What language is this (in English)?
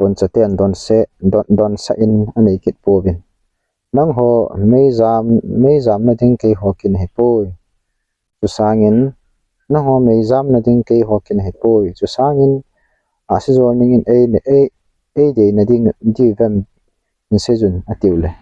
Thado Chin